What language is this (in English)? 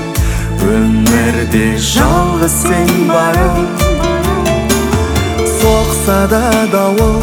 Kazakh